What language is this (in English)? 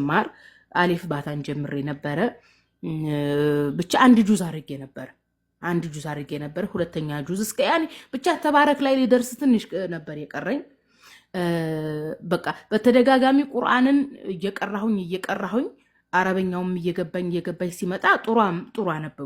Amharic